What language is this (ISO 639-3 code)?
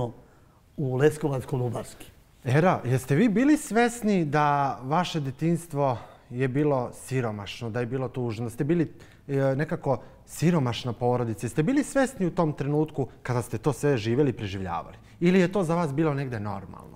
srp